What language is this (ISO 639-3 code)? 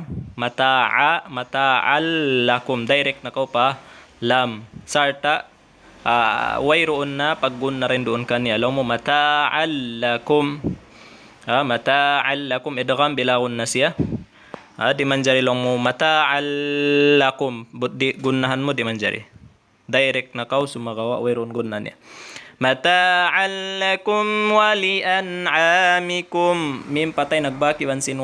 tsg